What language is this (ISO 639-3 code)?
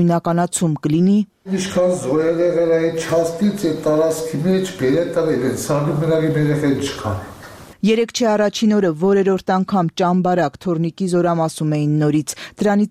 hye